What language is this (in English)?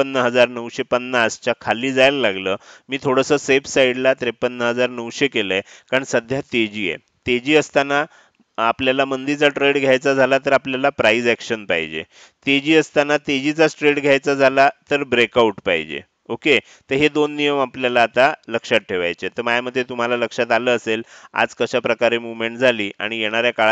Marathi